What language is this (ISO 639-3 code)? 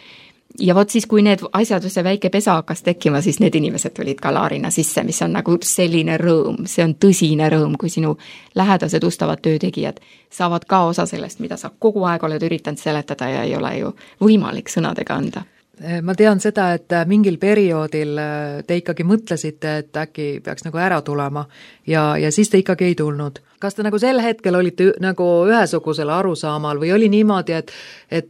est